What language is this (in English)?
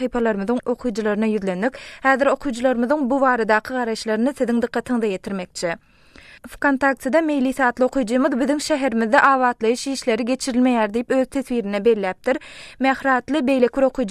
Turkmen